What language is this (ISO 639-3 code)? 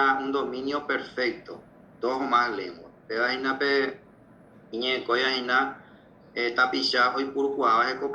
grn